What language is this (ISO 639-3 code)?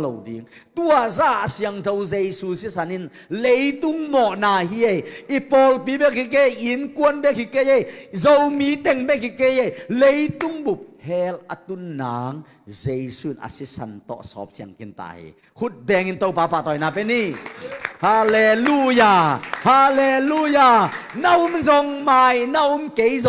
ctd